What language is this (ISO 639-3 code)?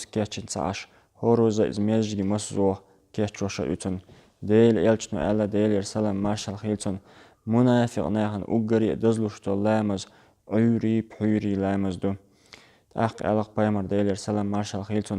che